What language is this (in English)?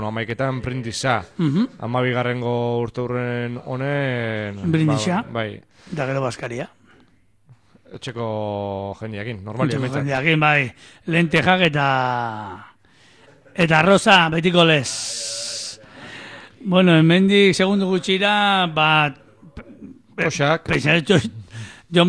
Basque